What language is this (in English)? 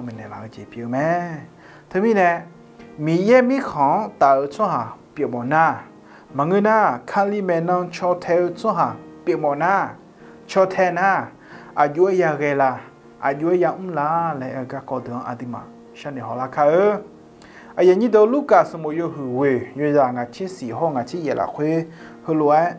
Akha